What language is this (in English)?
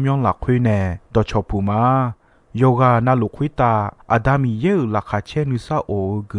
Akha